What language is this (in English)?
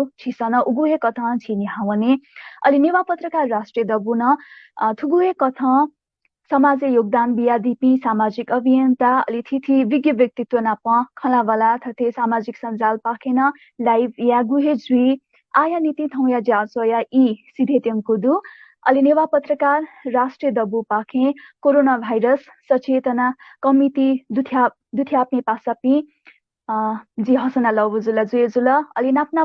Newari